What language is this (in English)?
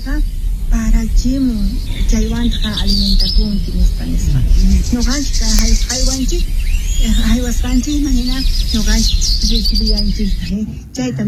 Quechua